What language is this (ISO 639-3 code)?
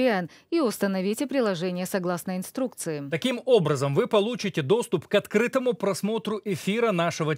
rus